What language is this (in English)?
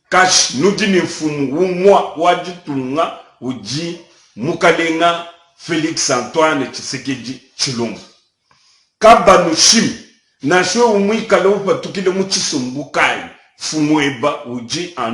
Luba-Lulua